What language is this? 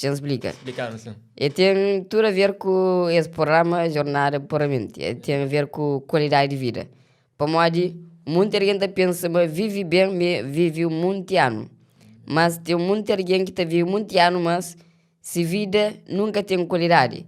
Kabuverdianu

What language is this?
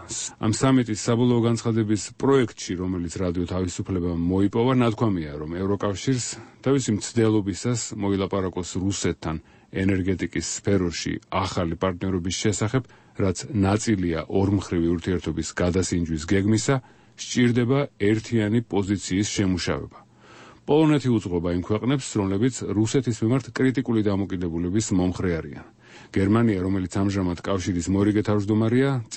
Georgian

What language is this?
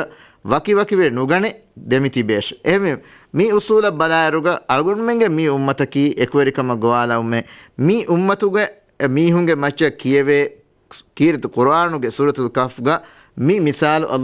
Divehi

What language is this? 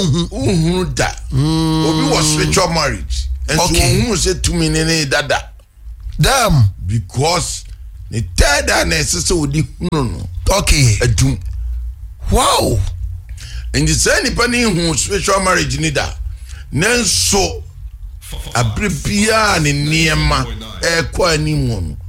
Akan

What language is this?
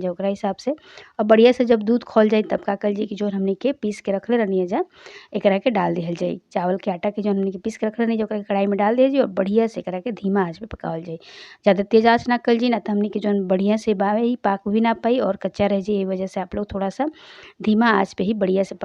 Bhojpuri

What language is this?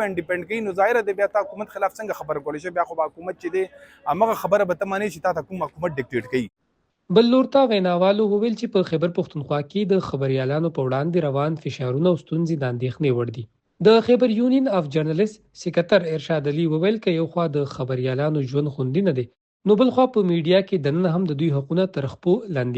Pashto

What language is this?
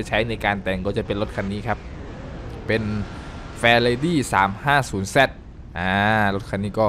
Thai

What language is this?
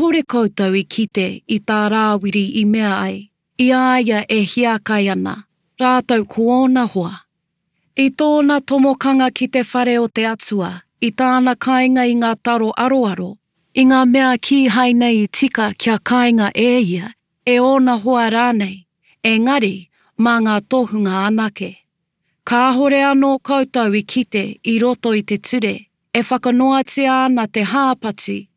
Māori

